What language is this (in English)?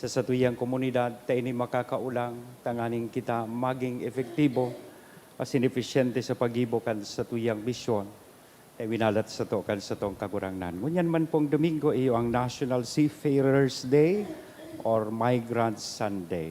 Bikol